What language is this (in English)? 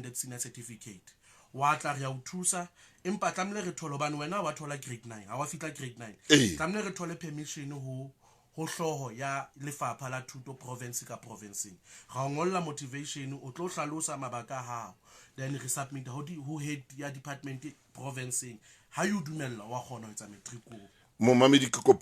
Southern Sotho